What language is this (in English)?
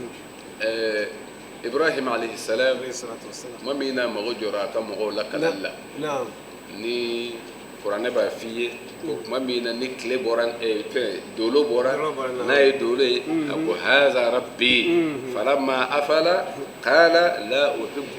Bambara